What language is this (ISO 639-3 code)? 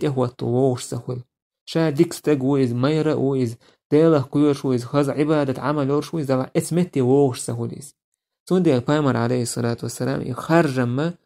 che